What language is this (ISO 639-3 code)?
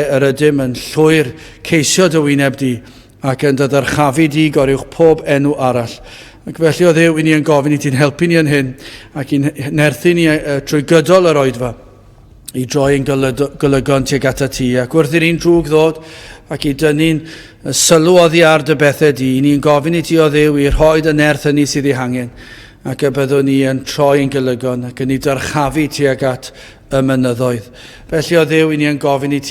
cym